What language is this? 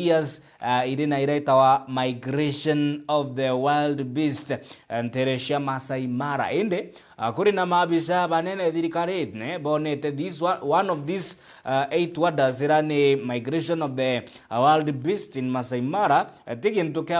Meru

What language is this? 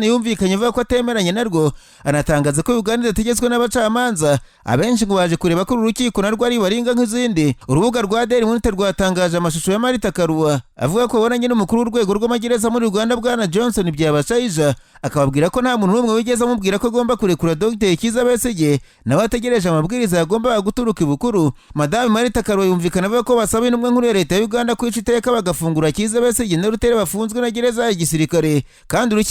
Kinyarwanda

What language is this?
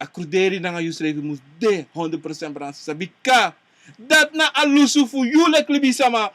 Sranan Tongo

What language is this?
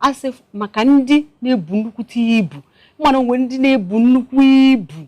Igbo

